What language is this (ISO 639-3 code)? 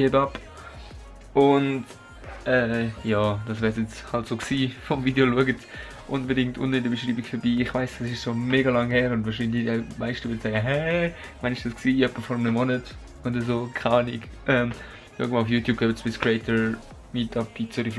gsw